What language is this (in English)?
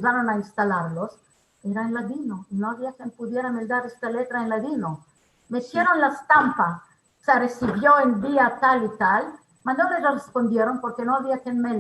Ladino